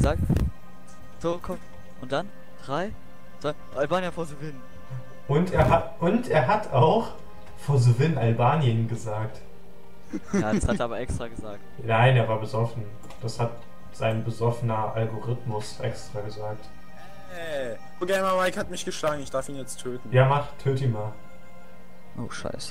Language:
German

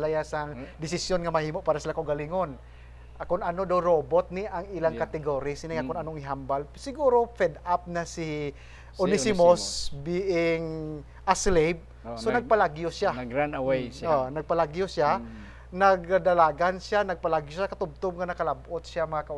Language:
Hiligaynon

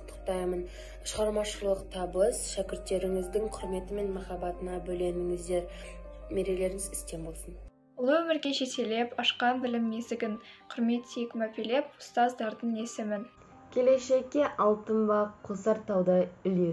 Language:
Kazakh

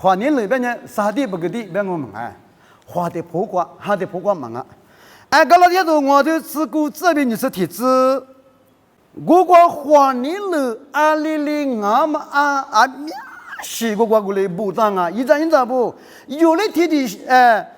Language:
Lisu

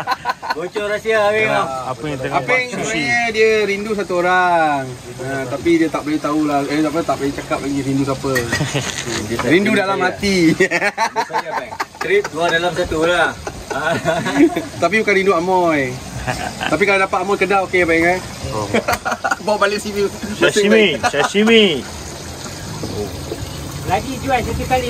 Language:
Malay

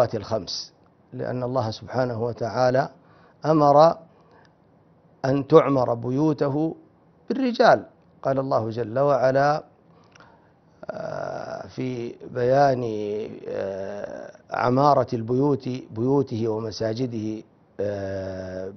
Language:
Arabic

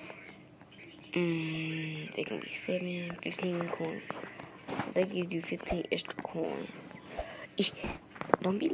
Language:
English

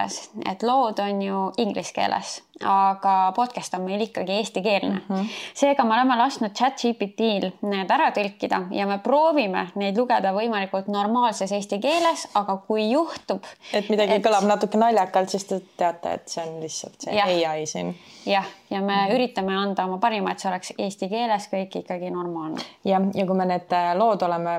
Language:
Estonian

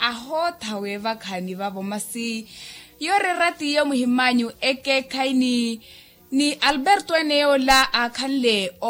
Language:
Makhuwa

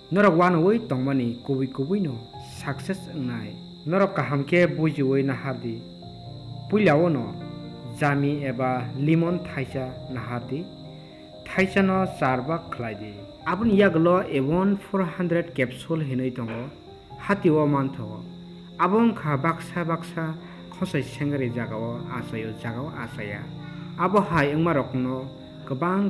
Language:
Kok Borok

